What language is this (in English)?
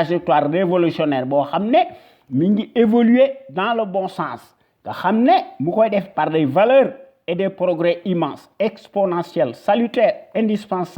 Wolof